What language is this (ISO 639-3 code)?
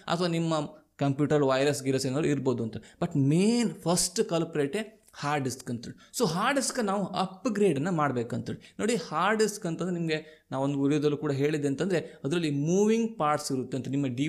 kan